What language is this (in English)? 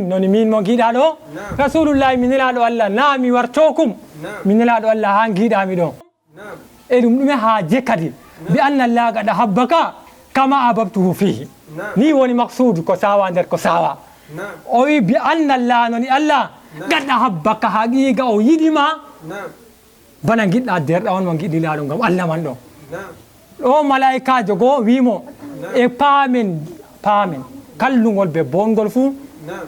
Fula